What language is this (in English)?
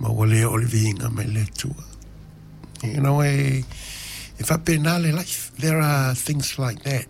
Samoan